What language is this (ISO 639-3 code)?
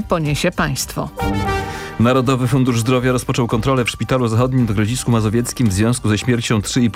pol